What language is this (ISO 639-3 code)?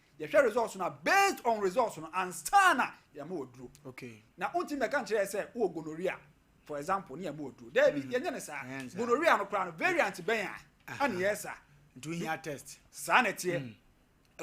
aka